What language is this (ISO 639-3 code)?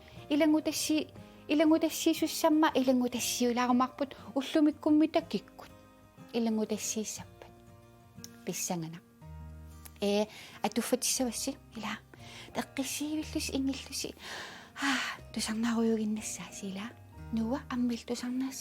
kal